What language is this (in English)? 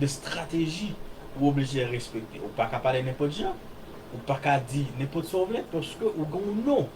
Haitian Creole